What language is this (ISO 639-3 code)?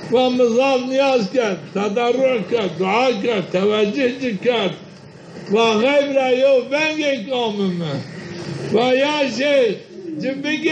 zza